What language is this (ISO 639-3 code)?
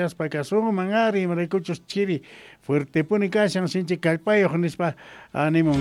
quh